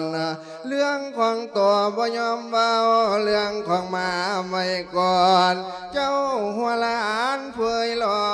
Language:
Lao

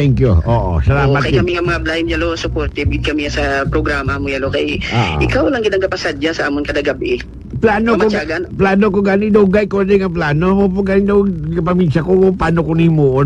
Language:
Hiligaynon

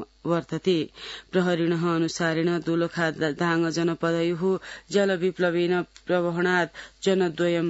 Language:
Sanskrit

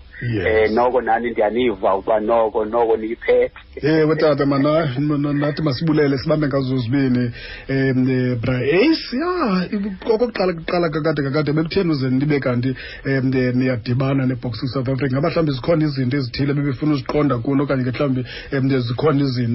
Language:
Xhosa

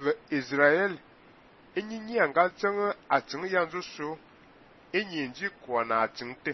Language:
Fang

